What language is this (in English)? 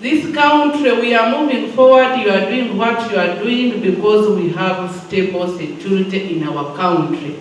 Nyankole